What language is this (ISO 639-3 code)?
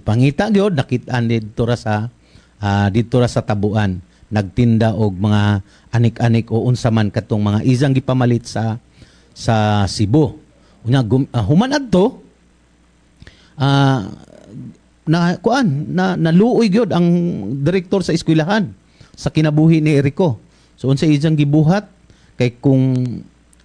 ceb